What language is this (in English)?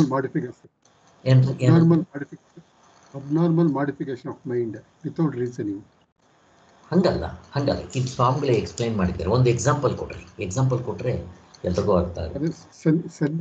Kannada